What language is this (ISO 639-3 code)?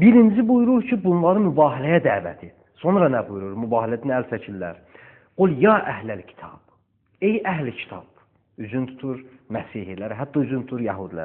aze